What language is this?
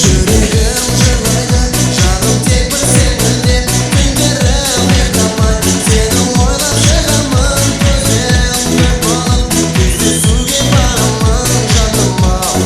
Kara-Kalpak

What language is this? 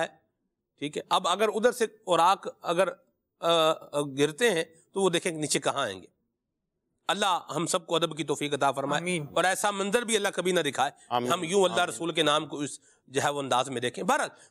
Urdu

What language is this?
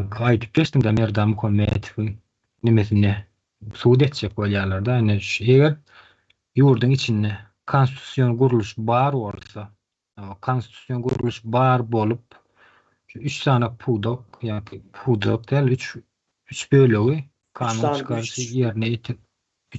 Turkmen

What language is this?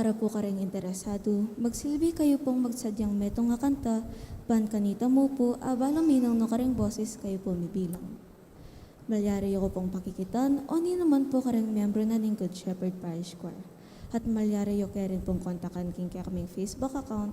Pampanga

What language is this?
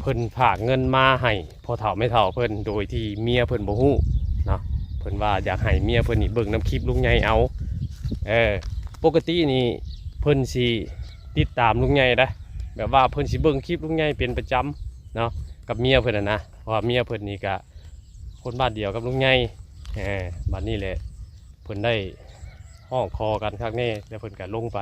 Northeastern Thai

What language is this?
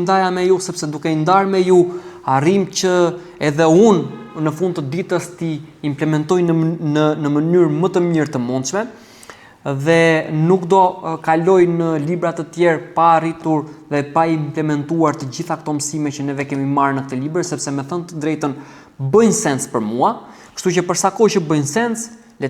Albanian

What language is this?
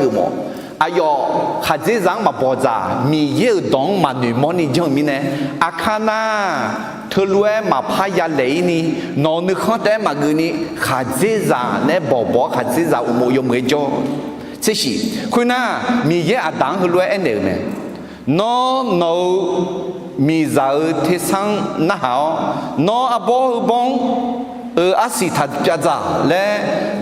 Akha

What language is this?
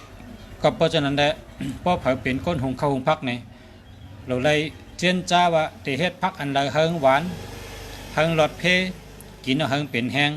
Shan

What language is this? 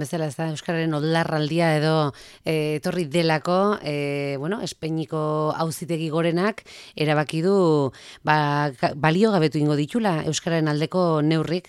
Basque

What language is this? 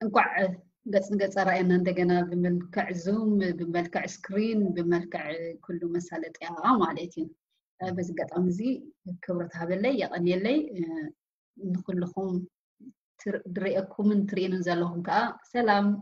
Tigrinya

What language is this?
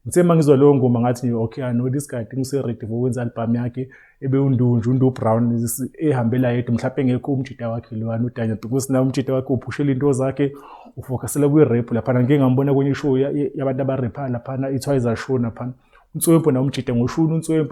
Zulu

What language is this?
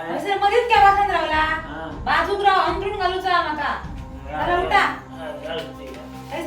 Konkani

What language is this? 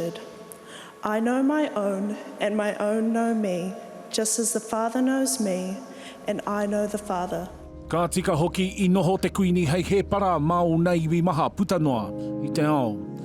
Māori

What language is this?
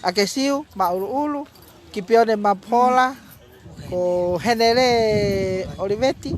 Tongan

